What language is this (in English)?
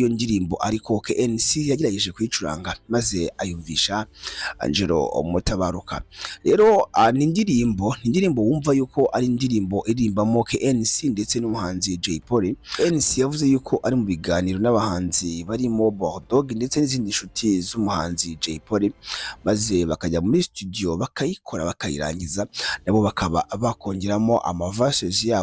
Kinyarwanda